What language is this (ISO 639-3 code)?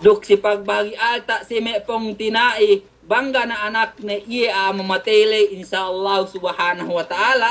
yka